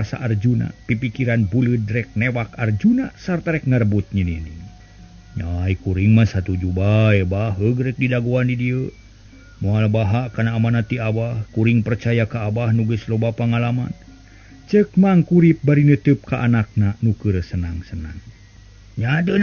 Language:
Sundanese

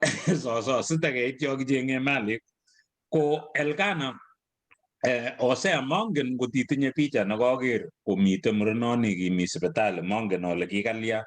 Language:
Kalenjin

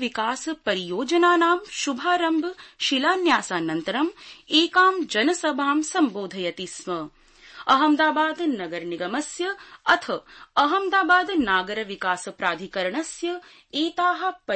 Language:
Sanskrit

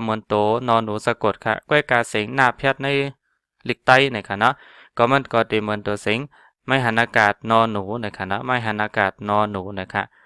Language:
Shan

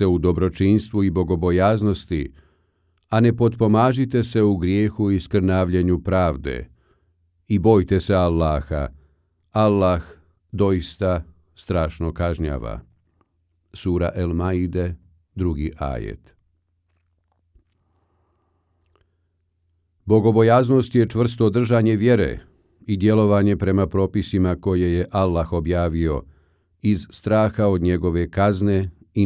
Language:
Bosnian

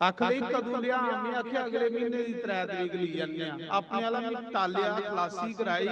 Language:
Dogri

